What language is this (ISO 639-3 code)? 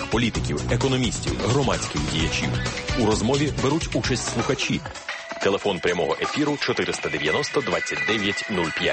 ukr